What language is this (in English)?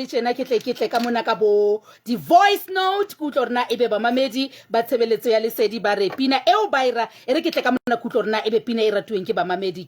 Southern Sotho